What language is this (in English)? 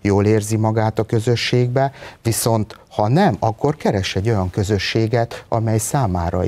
Hungarian